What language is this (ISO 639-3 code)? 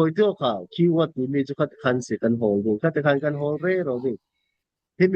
cfm